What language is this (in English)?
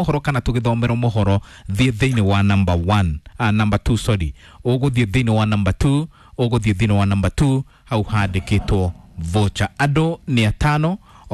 Kikuyu